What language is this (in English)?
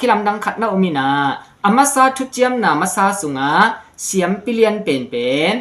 Tedim Chin